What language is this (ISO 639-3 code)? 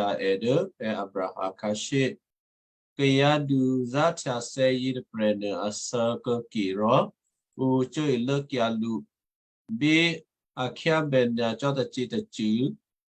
kyu